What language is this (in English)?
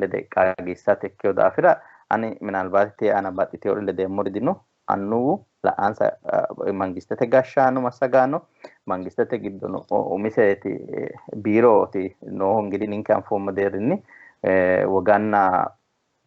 Sidamo